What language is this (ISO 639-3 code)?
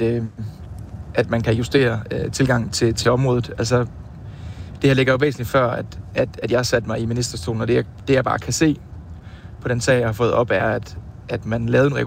dan